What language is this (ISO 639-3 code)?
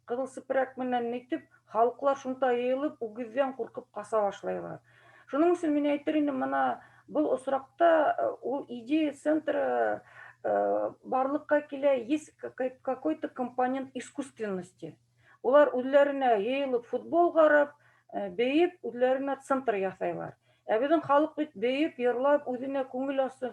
bak